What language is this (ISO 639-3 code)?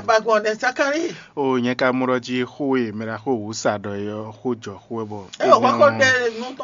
fon